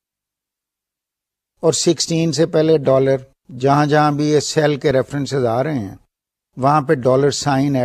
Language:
Urdu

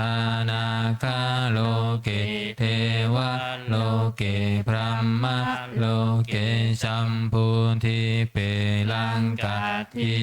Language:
Pali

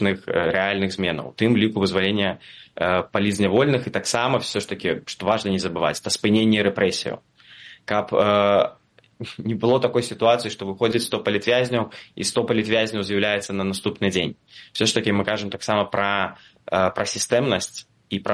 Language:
Belarusian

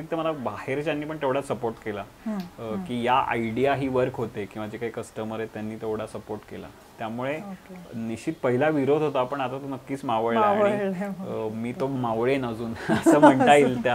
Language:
Marathi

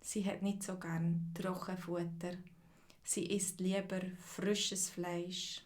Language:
Swiss German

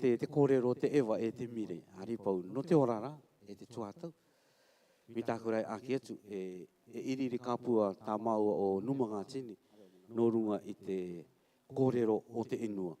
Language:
Rarotongan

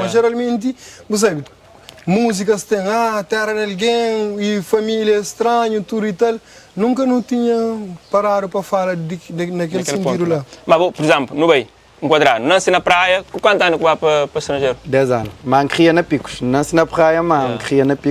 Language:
Kabuverdianu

